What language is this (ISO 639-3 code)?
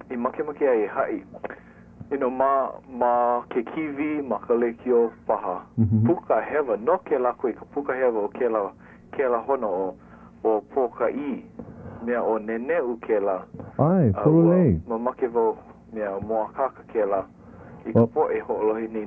haw